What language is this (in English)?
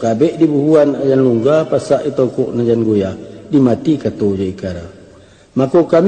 Minangkabau